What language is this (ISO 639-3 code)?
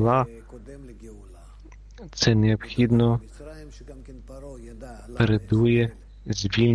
ukr